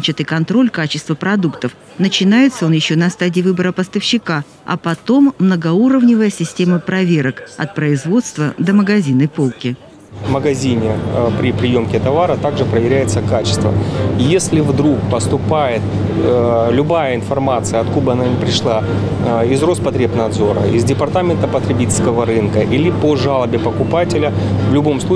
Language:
Russian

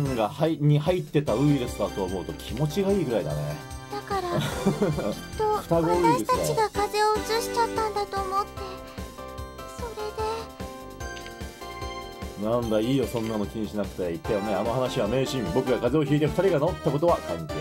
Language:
Japanese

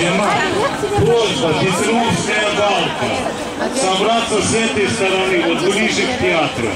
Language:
Crimean Tatar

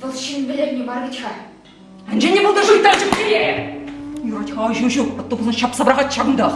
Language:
Chuvash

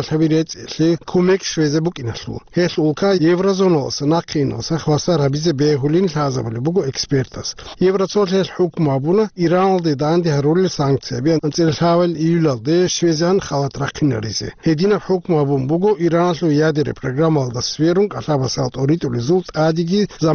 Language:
Avaric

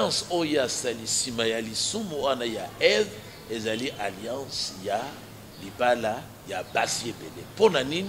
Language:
Lingala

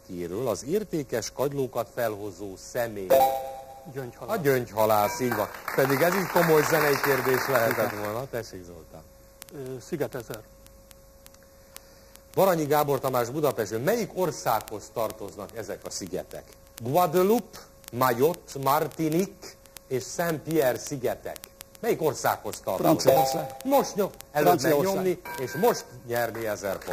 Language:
Hungarian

